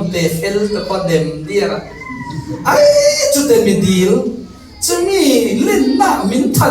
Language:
Falam Chin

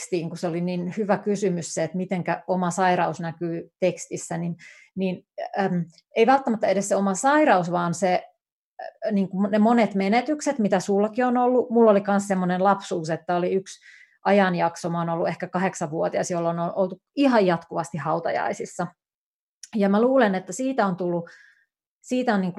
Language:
Finnish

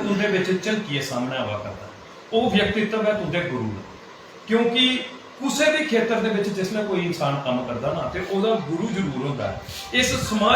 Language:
Dogri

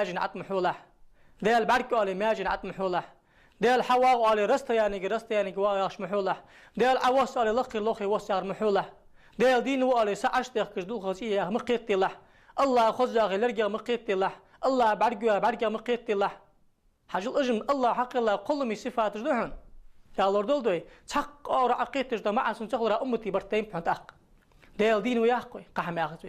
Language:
Ingush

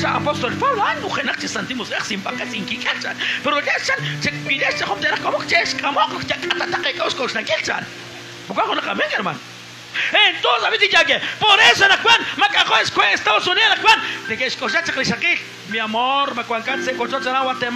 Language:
Kekchí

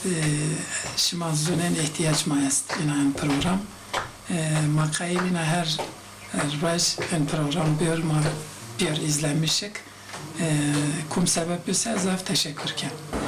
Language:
Zaza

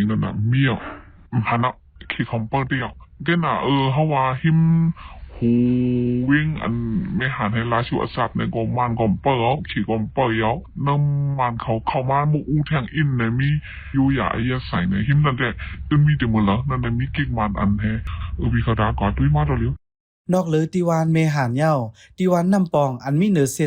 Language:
Shan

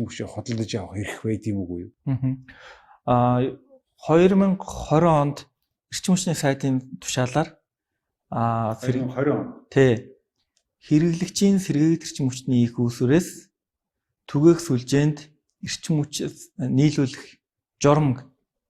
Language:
Mongolian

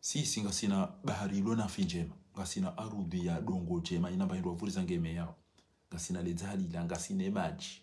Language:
Ngazidja Comorian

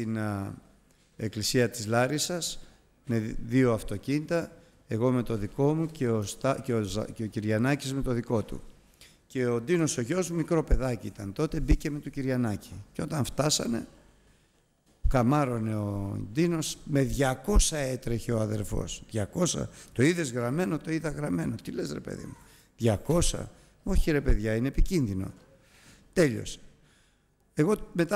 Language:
Greek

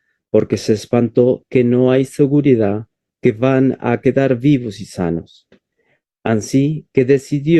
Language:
Ladino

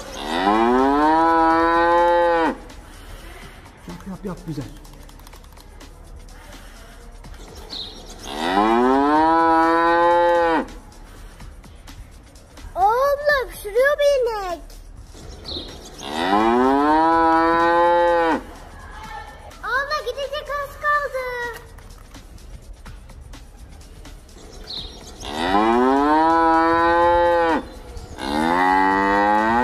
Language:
Turkish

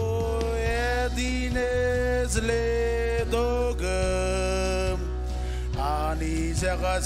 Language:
Marshallese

